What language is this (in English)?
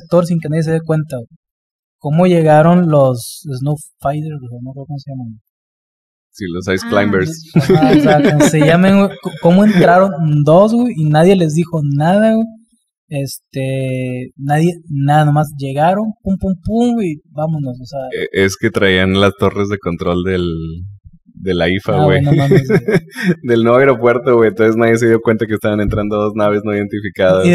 Spanish